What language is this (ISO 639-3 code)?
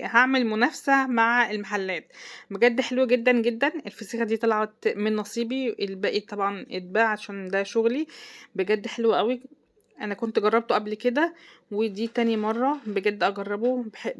arz